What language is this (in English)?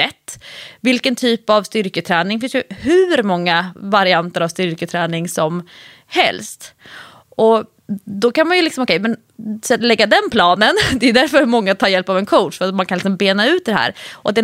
Swedish